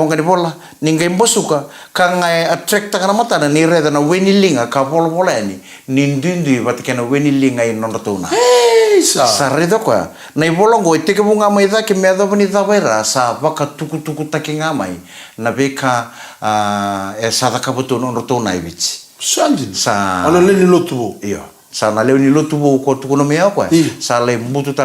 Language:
Fijian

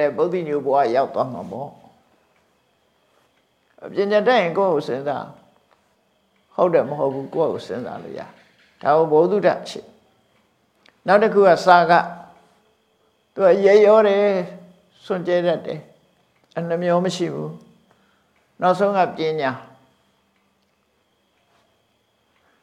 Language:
Burmese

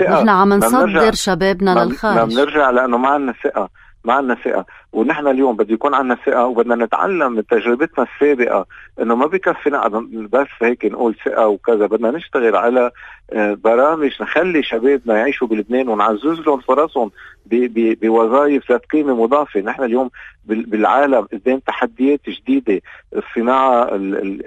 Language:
North Levantine Arabic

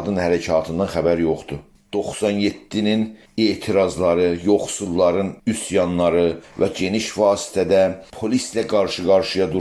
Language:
South Azerbaijani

